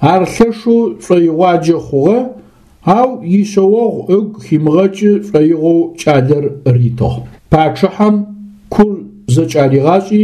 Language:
Adyghe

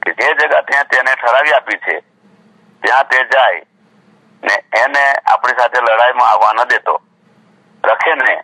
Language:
Gujarati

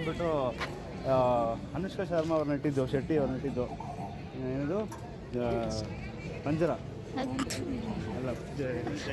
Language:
Kannada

